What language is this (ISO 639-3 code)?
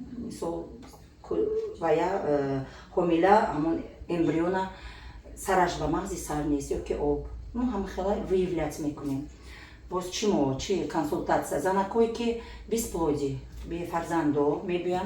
tgk